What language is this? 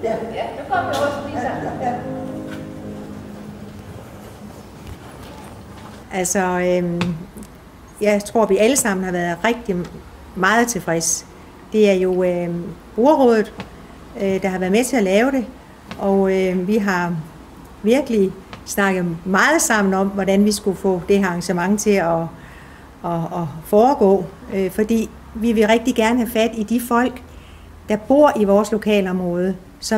Danish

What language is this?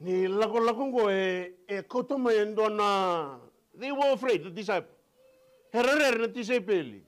Fijian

